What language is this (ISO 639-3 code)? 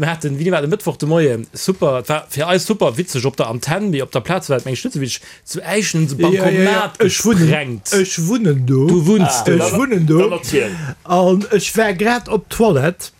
ltz